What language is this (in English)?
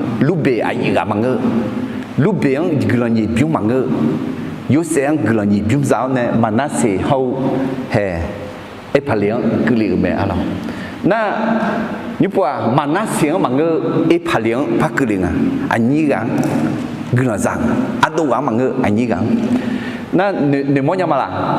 Akha